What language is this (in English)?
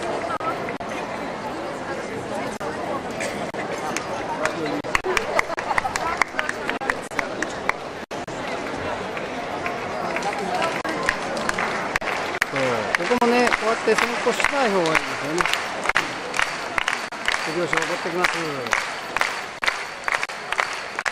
Japanese